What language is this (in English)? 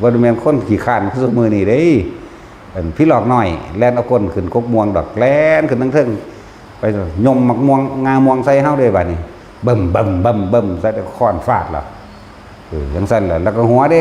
Northeastern Thai